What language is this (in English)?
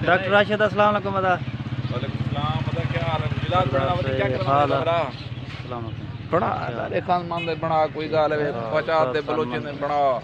Saraiki